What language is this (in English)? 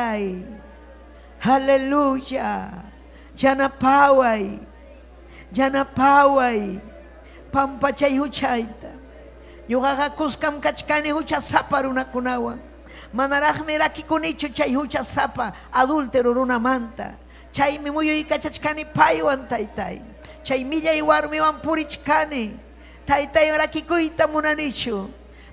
Ayacucho Quechua